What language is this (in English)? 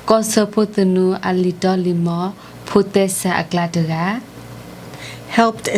S'gaw Karen